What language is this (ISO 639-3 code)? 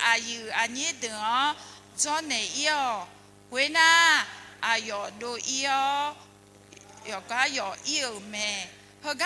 ahk